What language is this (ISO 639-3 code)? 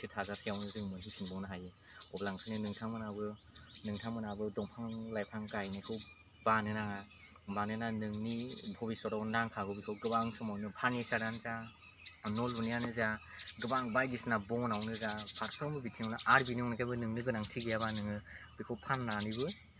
brx